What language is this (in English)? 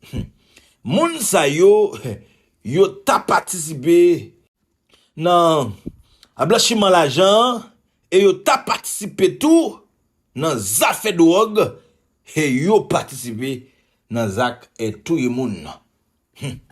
Haitian Creole